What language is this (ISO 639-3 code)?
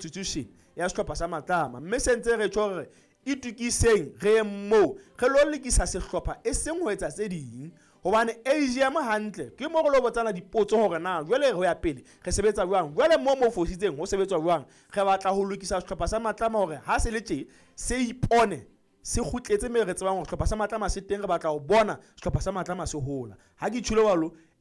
sot